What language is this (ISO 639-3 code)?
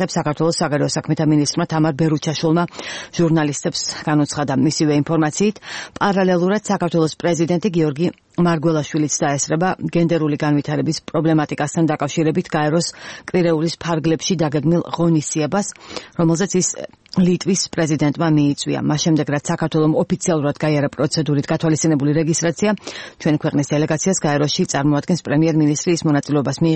kat